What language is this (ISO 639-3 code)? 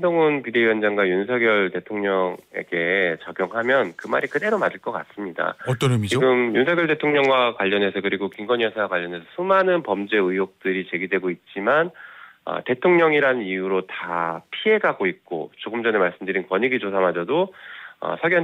kor